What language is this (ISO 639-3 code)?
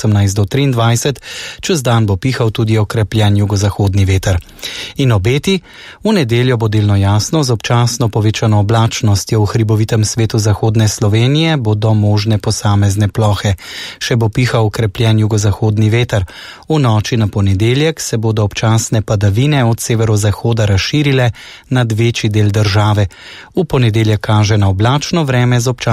slv